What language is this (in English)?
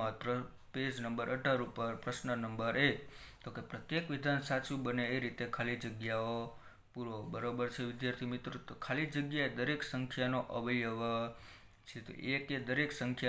Gujarati